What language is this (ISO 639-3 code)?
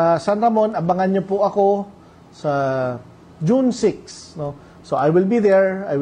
bik